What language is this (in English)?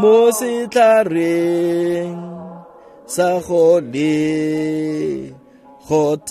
Tswana